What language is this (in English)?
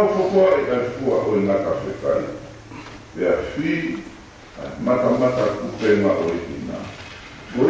Tongan